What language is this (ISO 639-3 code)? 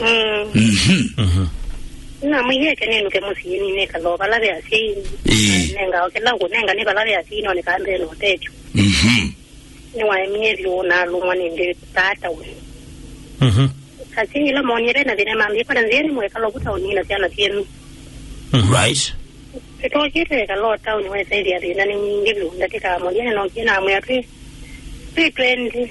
kam